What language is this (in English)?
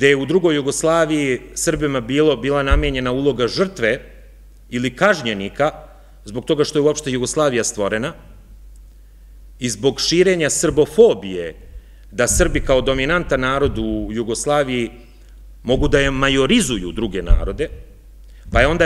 Serbian